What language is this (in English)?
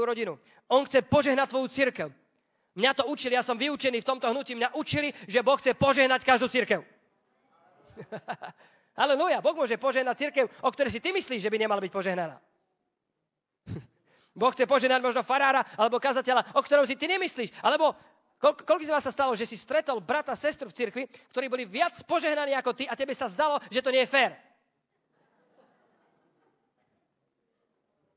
Slovak